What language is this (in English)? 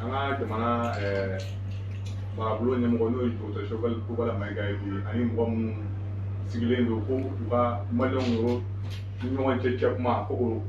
Bambara